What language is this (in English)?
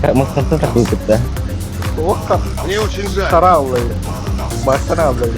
Yakut